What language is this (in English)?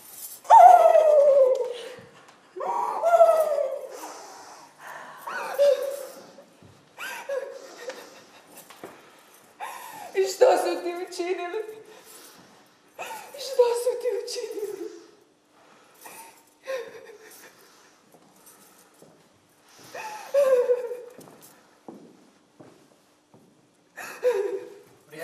Croatian